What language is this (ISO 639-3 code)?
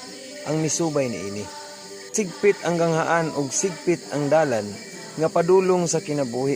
ceb